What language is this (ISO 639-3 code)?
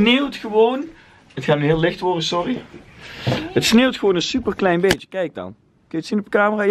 nld